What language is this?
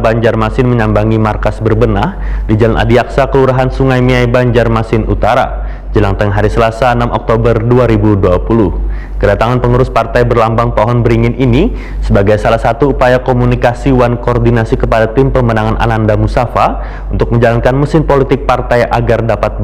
Banjar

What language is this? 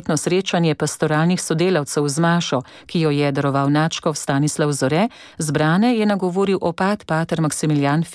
Slovenian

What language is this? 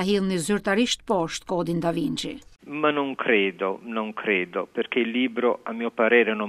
Albanian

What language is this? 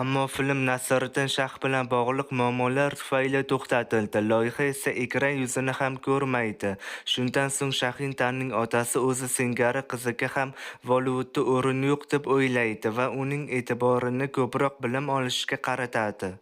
Uzbek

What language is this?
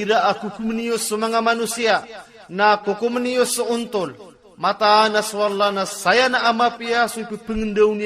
Maranao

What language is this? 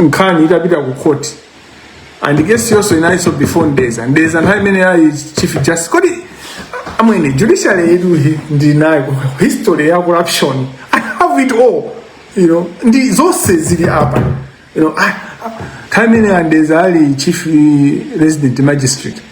Nyanja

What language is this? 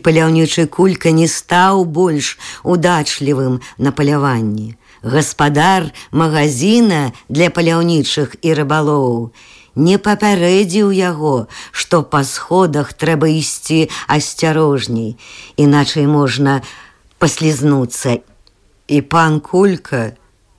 Belarusian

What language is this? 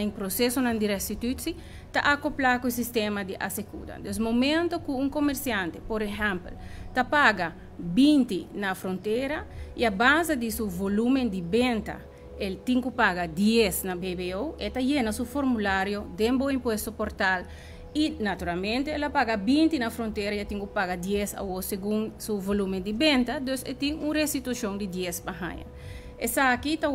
Papiamento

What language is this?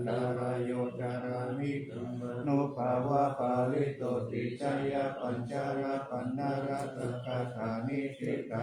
Pali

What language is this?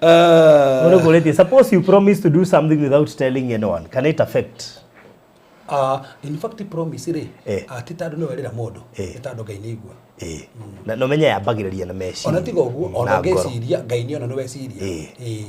Kikuyu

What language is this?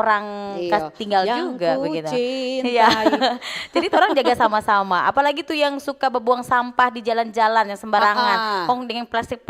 Manado Malay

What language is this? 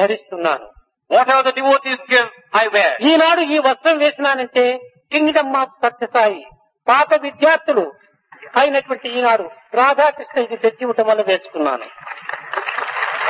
Telugu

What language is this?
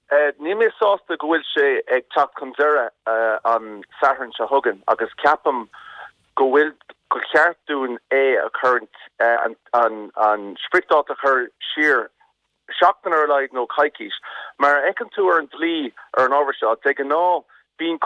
Irish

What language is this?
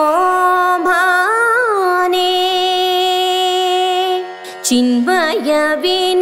Kannada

